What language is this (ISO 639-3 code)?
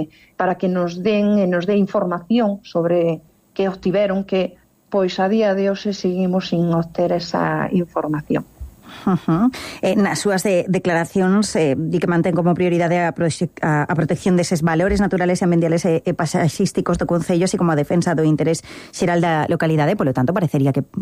glg